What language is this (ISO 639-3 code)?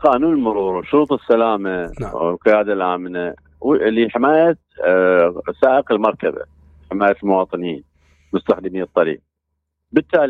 acm